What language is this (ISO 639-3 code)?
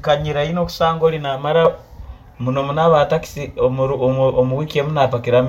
nyn